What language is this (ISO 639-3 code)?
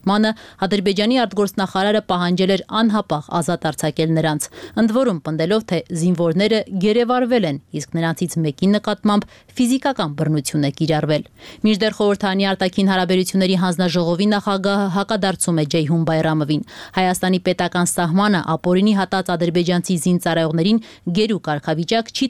hye